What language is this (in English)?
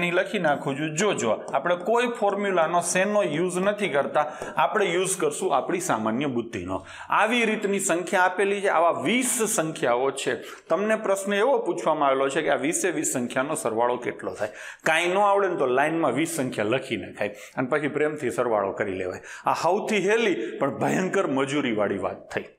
Gujarati